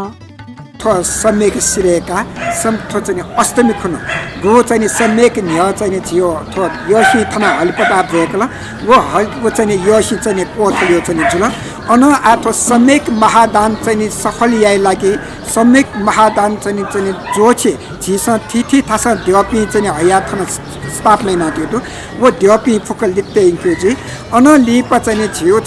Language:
Newari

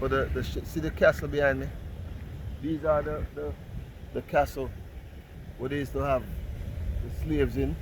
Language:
Jamaican Creole English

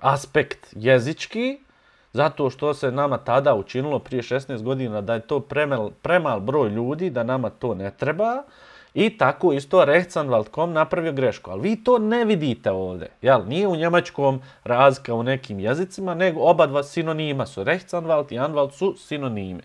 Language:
Bosnian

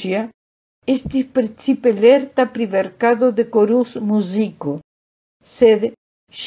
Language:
Esperanto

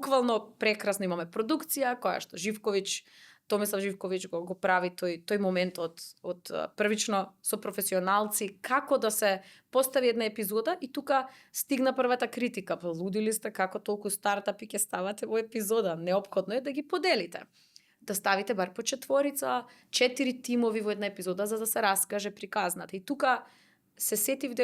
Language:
Macedonian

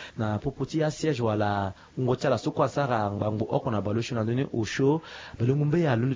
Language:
Sango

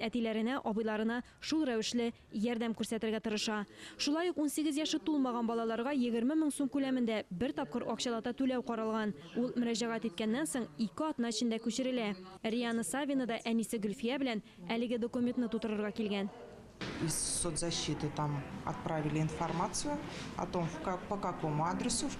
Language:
Tatar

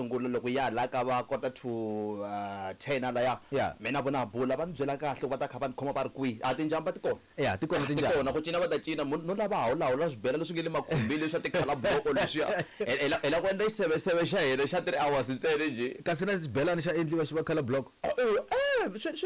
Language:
Tsonga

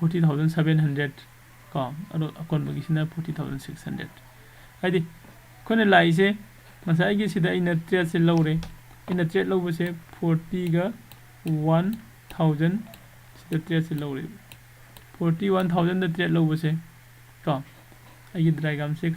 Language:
Manipuri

